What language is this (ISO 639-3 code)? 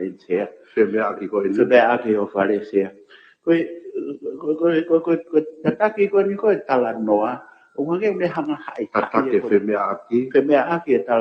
ton